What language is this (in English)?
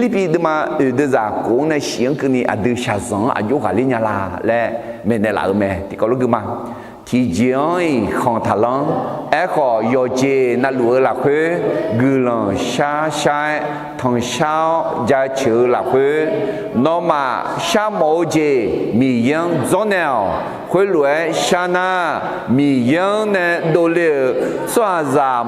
Akha